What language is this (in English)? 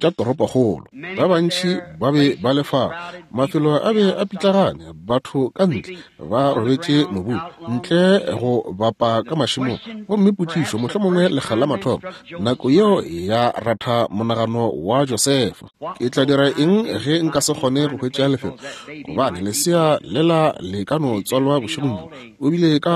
Northern Sotho